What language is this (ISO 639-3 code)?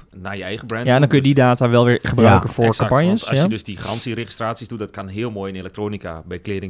nld